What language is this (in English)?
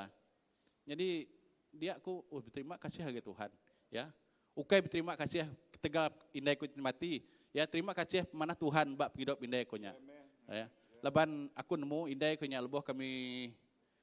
Iban